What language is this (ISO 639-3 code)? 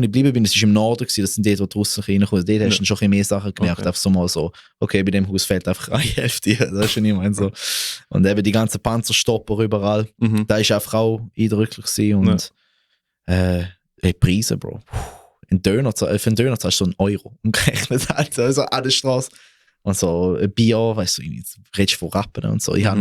gsw